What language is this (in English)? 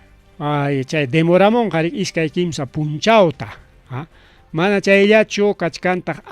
Ayacucho Quechua